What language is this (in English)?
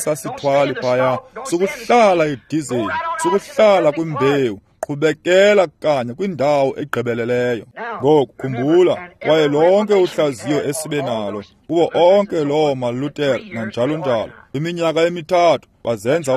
Xhosa